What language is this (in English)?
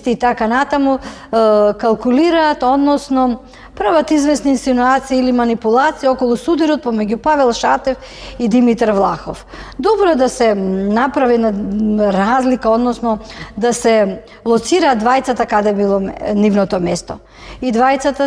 Macedonian